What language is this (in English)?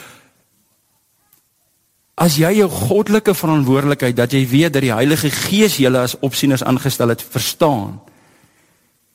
Afrikaans